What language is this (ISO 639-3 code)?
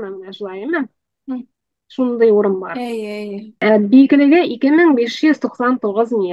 tat